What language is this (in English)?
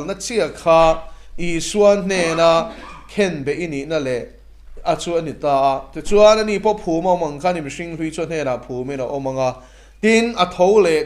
Mizo